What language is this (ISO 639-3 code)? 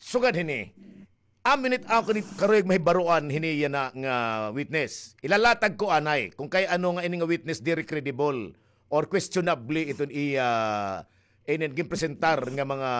war